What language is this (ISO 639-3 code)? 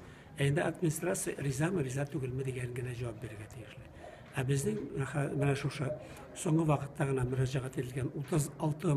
tat